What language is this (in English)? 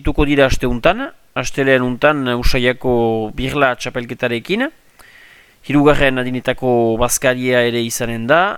Basque